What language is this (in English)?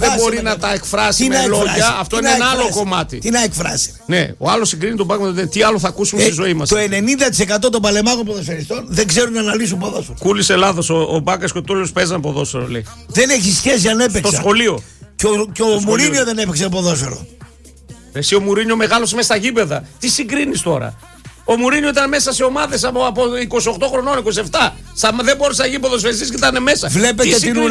Greek